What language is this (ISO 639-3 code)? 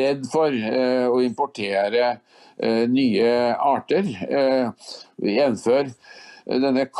nor